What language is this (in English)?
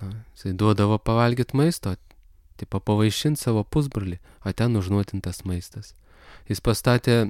Lithuanian